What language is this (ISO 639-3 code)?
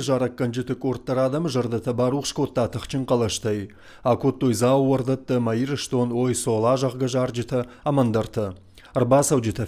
oss